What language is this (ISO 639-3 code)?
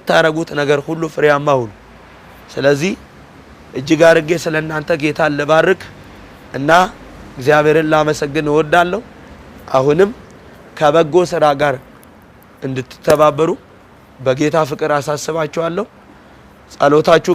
amh